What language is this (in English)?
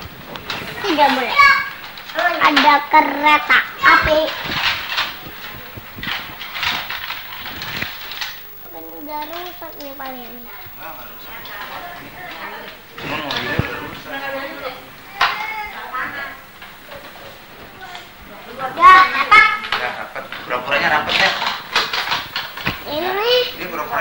Indonesian